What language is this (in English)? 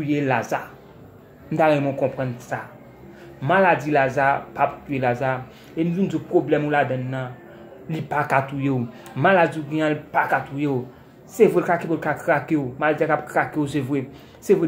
Haitian Creole